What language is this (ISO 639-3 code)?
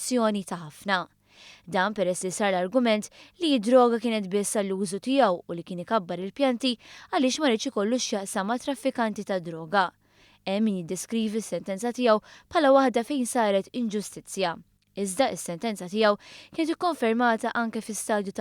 mlt